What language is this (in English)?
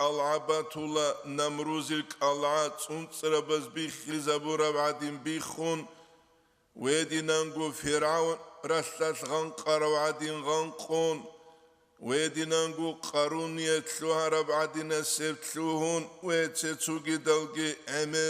Avaric